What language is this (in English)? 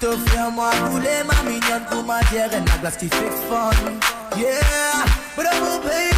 Morisyen